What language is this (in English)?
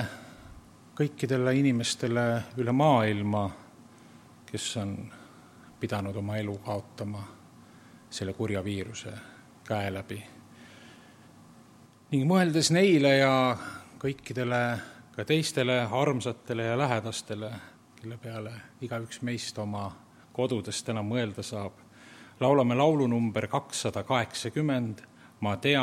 Estonian